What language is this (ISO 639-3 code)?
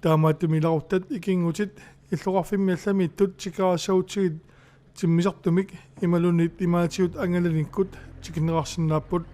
kal